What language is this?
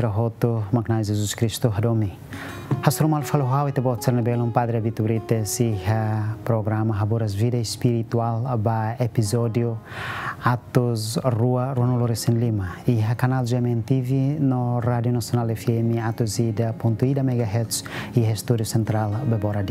Tetum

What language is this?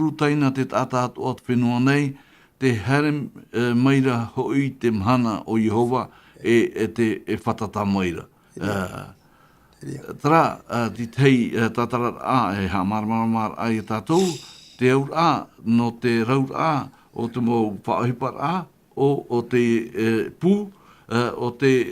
Tahitian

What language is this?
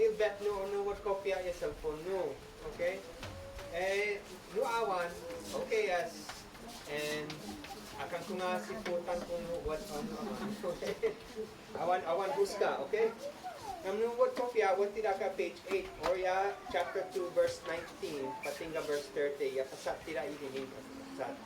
Isnag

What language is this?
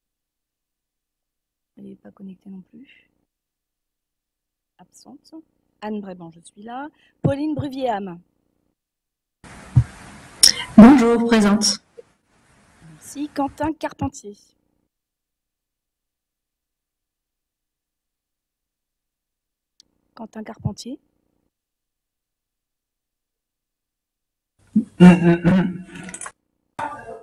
French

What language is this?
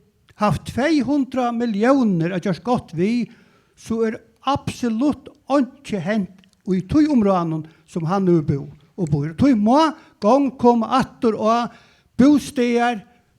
Faroese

